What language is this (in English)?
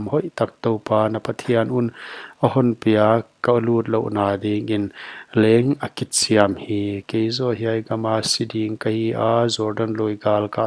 Paite Chin